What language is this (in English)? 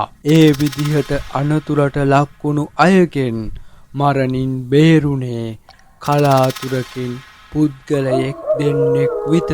Sinhala